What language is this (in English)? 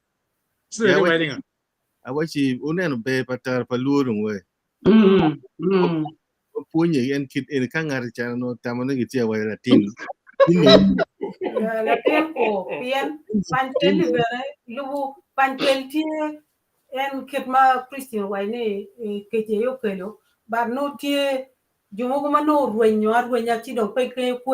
Acoli